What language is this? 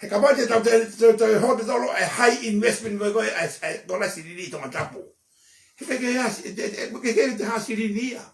Tongan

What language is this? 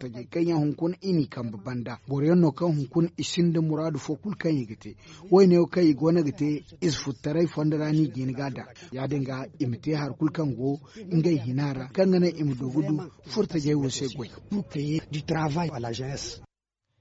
Zarma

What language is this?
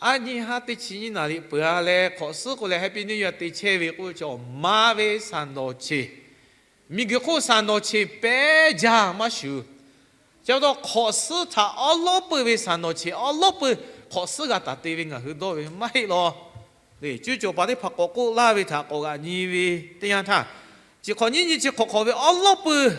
Lahu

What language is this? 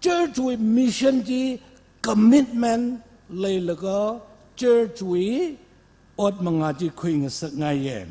Tangkhul Naga (India)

